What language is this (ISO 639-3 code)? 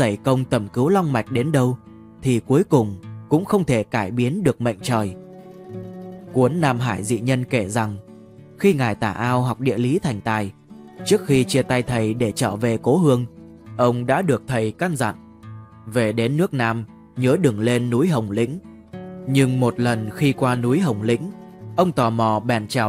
vie